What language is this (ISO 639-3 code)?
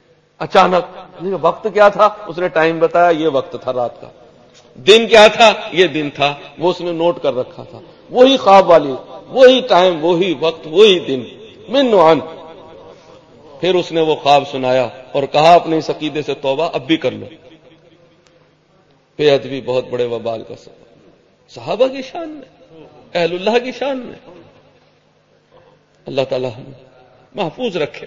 urd